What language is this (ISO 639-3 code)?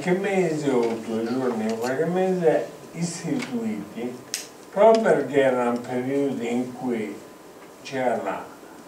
ita